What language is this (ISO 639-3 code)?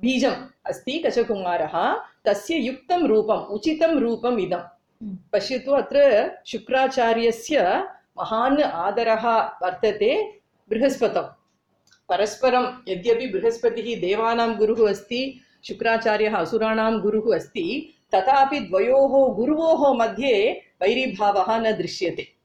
san